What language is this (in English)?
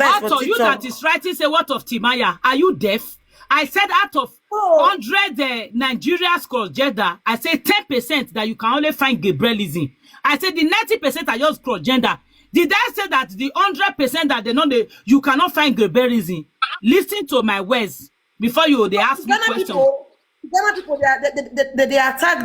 Nigerian Pidgin